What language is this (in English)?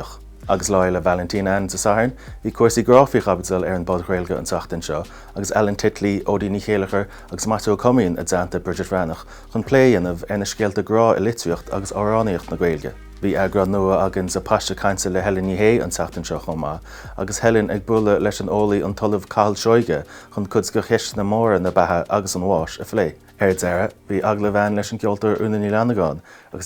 Irish